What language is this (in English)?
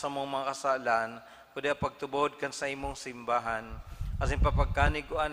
Bikol